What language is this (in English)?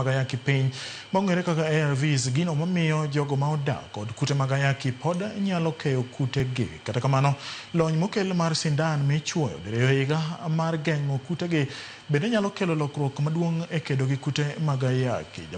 Luo (Kenya and Tanzania)